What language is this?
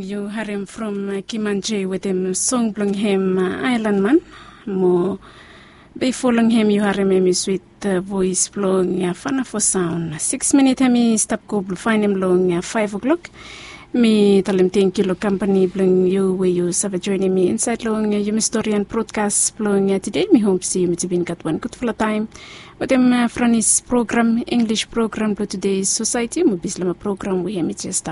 Bislama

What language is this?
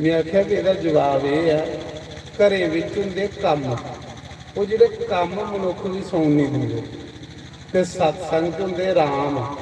Dogri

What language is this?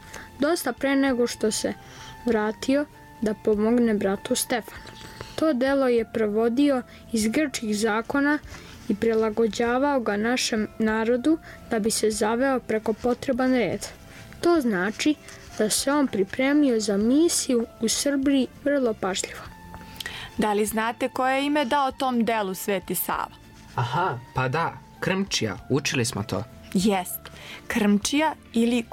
Serbian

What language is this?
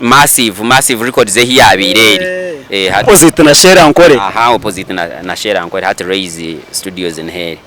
Nyankole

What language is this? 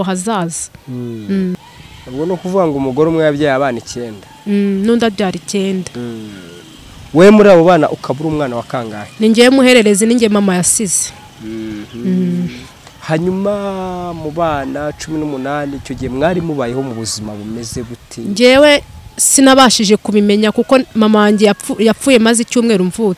Kinyarwanda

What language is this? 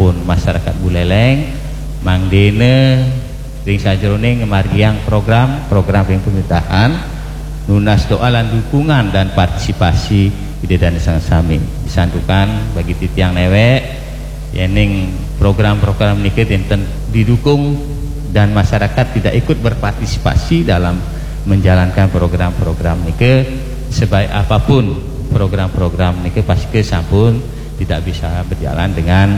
Balinese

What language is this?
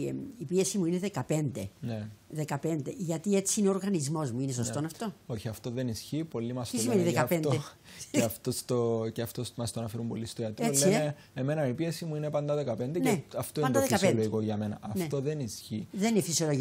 Greek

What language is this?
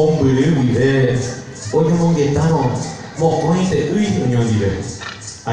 Guarani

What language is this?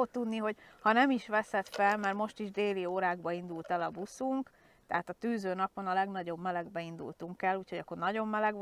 Hungarian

